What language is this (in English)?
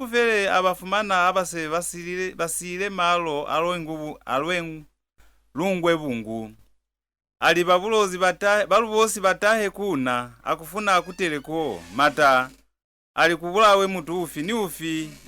Lozi